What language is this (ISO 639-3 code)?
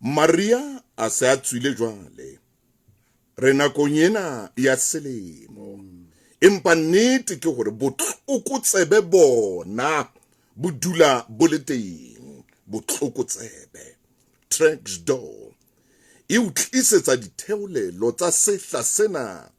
sot